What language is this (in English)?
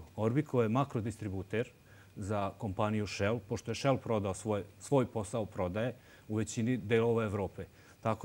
Serbian